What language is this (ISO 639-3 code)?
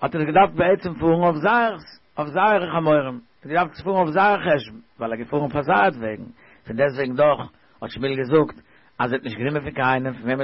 yid